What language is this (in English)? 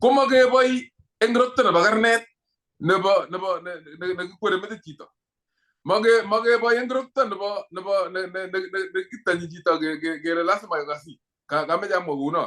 Kalenjin